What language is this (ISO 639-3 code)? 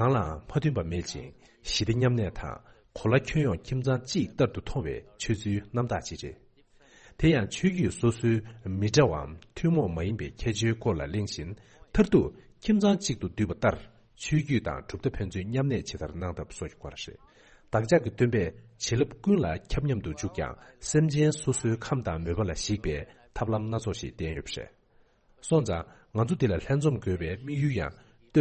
bod